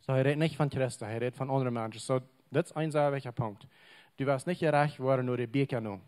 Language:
Plautdietsch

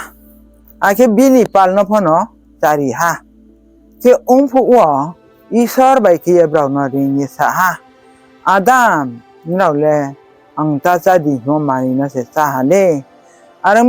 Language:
Riang (India)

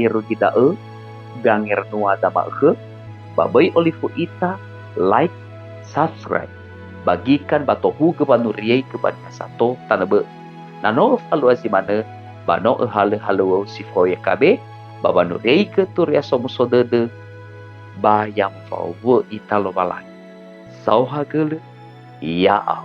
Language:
Nias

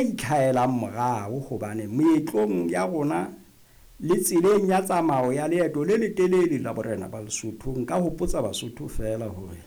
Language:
Southern Sotho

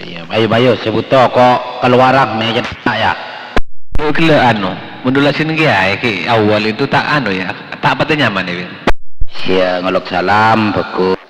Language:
Madurese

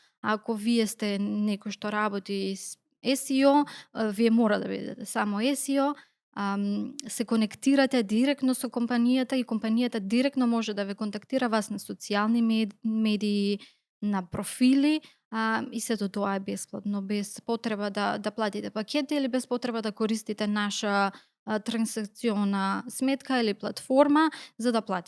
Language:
Macedonian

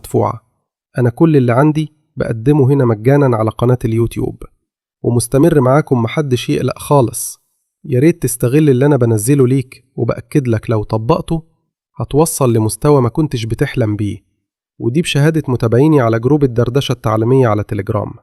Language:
Egyptian Arabic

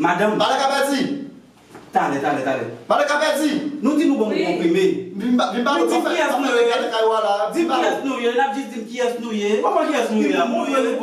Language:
Haitian Creole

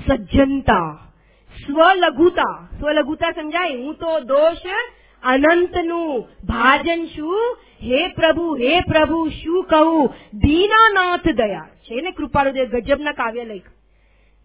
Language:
Gujarati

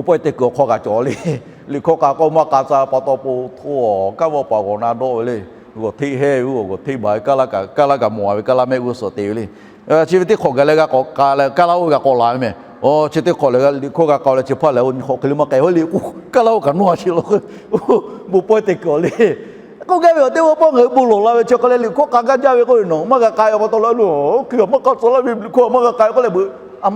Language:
Lahu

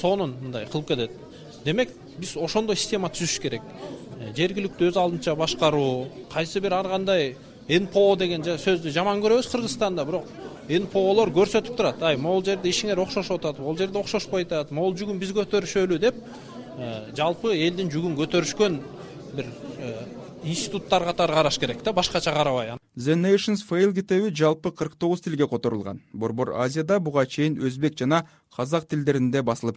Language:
Kyrgyz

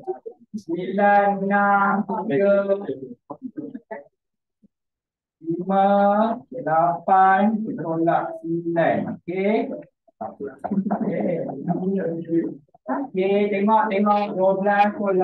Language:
Malay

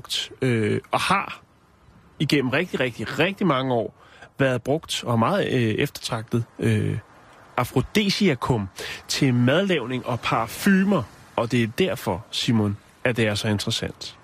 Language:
Danish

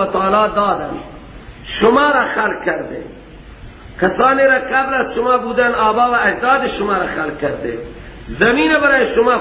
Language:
Persian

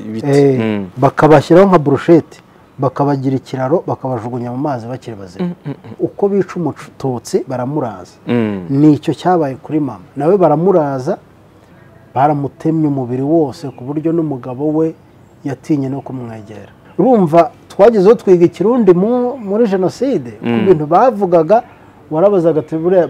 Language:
Kinyarwanda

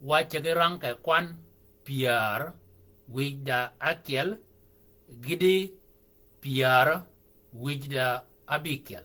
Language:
Shilluk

